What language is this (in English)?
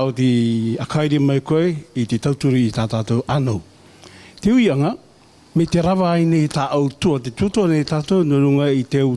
Rarotongan